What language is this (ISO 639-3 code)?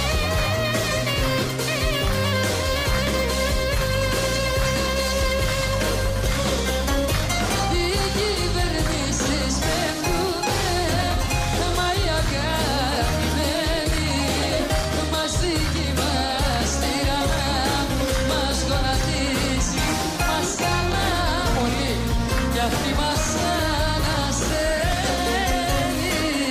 ell